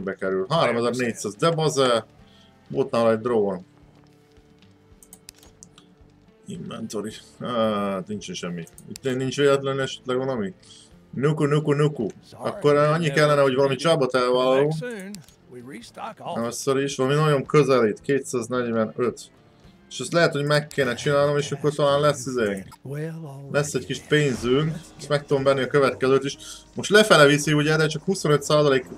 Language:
Hungarian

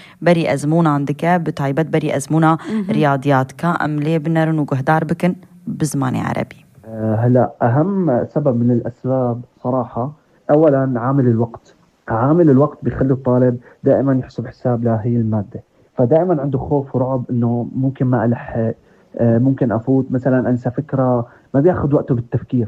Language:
North Levantine Arabic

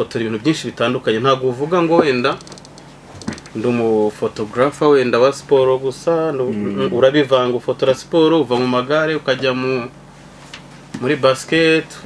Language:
Kinyarwanda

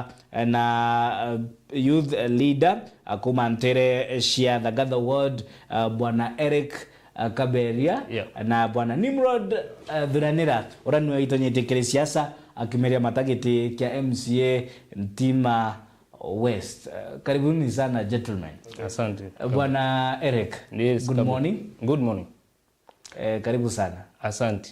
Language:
Meru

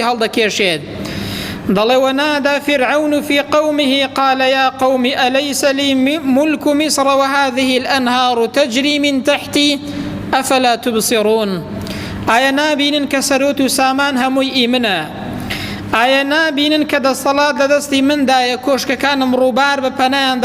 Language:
Central Kurdish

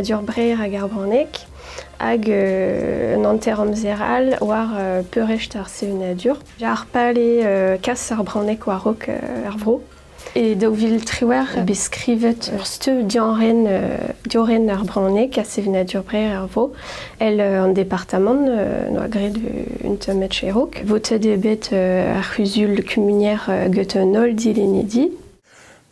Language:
Breton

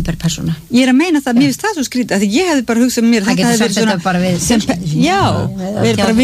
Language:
Icelandic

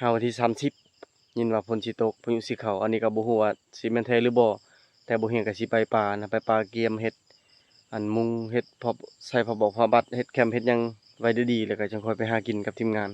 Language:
Lao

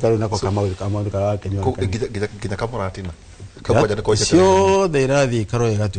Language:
Kikuyu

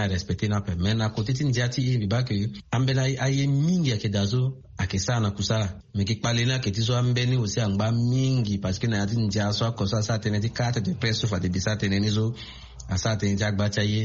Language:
Sango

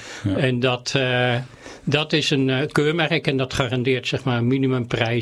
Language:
Dutch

